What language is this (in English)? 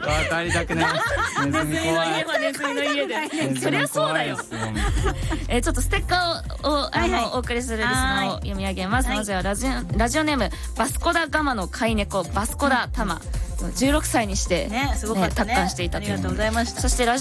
Japanese